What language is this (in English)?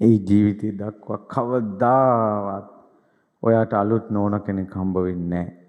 Sinhala